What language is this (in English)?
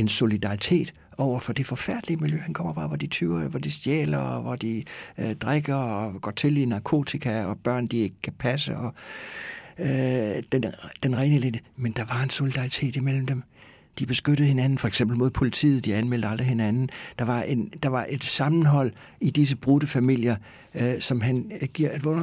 Danish